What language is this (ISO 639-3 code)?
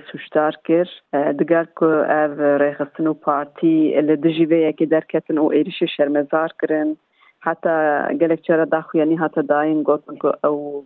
kur